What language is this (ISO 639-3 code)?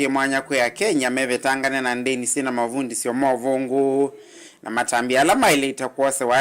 kam